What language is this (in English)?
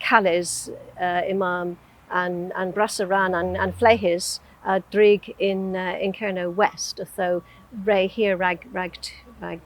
Cornish